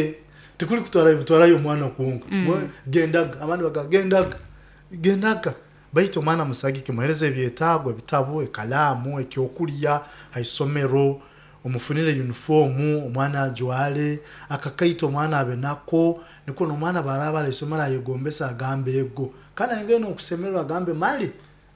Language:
Nyoro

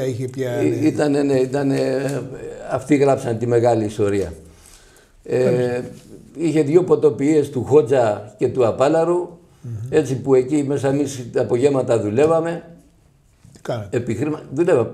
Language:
Greek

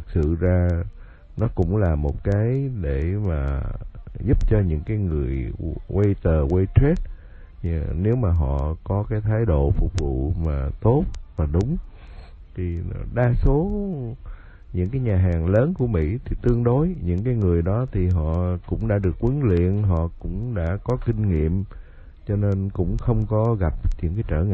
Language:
Vietnamese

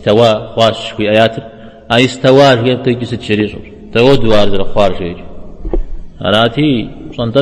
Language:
Kabardian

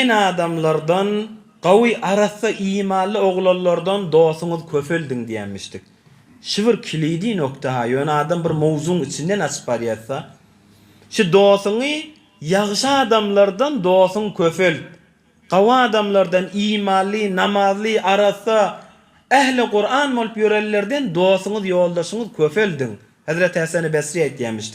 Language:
Turkmen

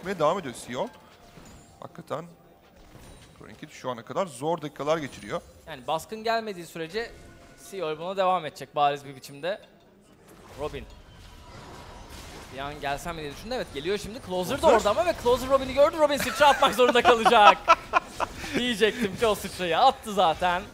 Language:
Turkish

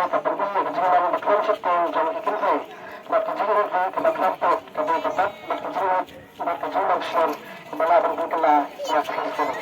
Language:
Khasi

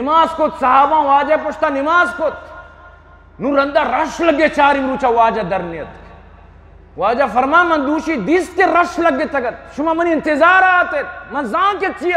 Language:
Eastern Balochi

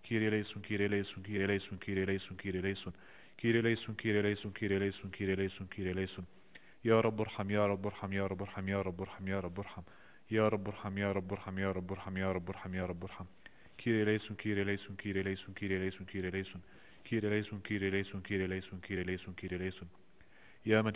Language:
Arabic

